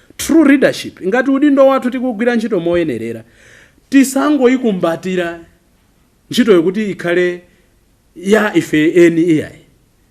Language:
Nyanja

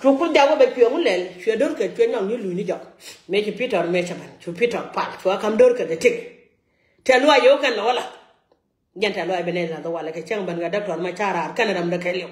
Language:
Nuer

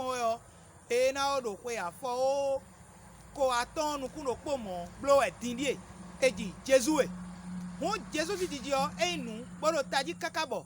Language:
Fon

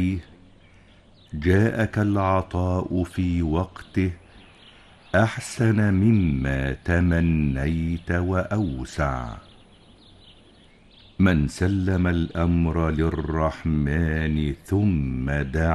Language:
Arabic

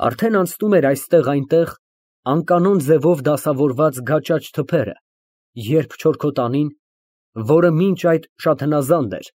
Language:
Armenian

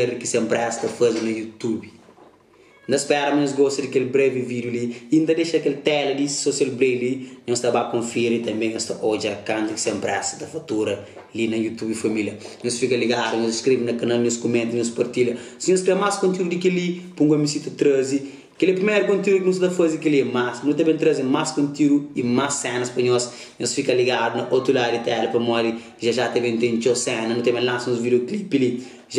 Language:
Kabuverdianu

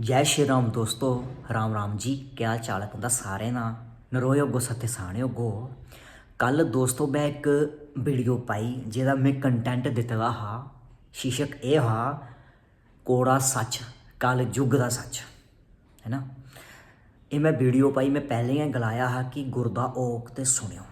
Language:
Dogri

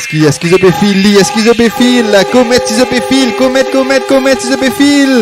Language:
Morisyen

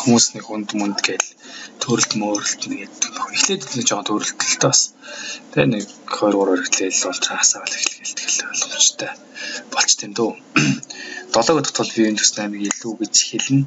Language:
Mongolian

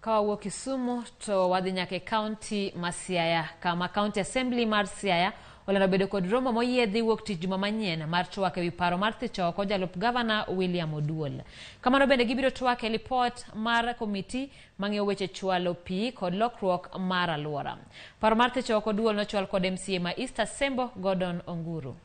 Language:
Luo (Kenya and Tanzania)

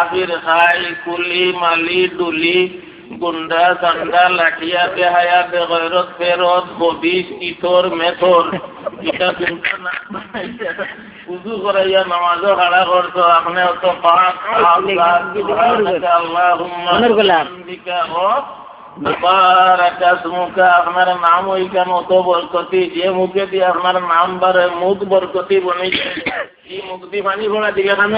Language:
Sylheti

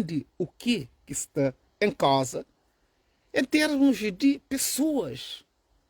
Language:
Kabuverdianu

